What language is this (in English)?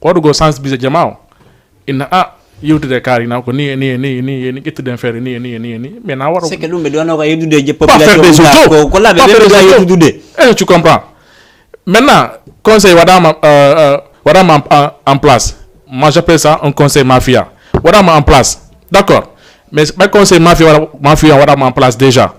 Fula